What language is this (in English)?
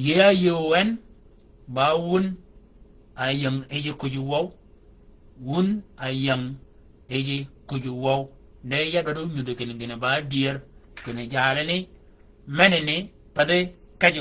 Shilluk